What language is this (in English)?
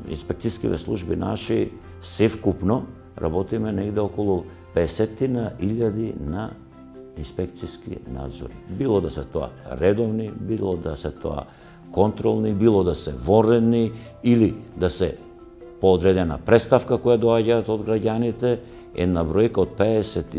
Macedonian